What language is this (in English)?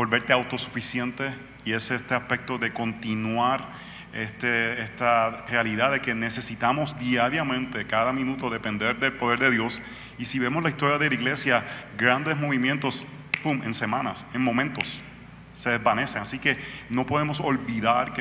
Spanish